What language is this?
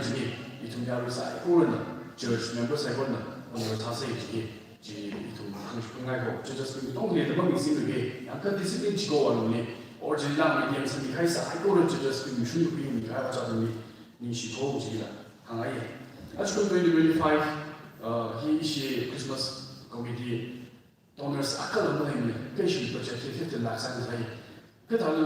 Tangkhul Naga (India)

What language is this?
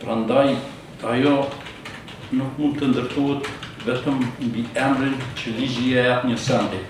Albanian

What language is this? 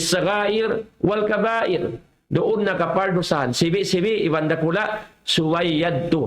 Tausug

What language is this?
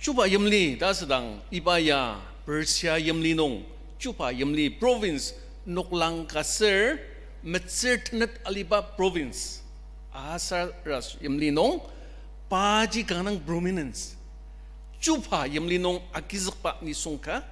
Ao Naga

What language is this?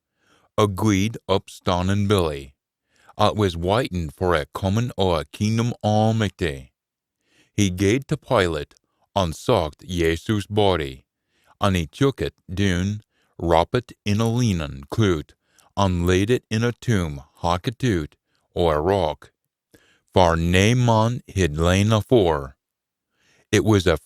Scots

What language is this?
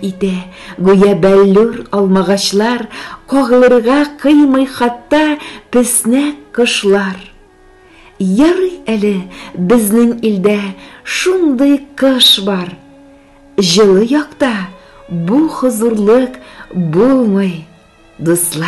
Tatar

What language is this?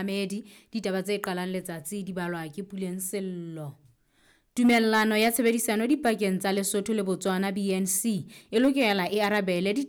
Southern Sotho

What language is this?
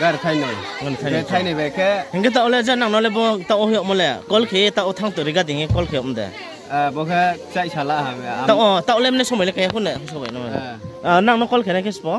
Riang (India)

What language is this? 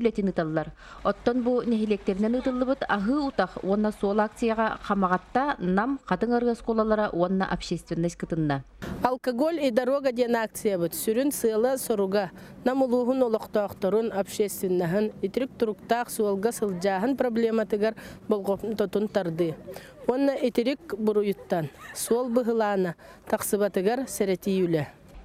Yakut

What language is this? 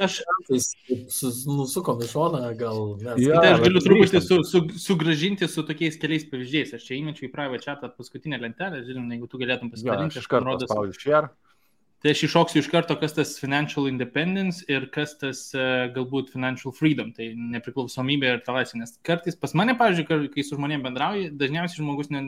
Lithuanian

